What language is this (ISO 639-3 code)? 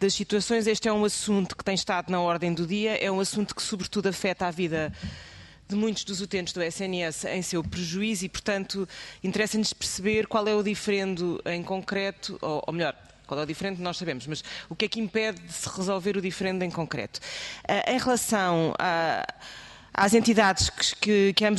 por